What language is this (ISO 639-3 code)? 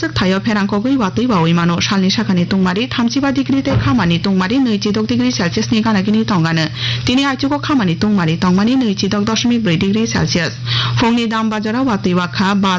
trp